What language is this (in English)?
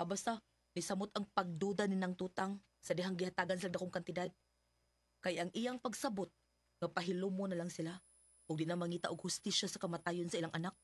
Cebuano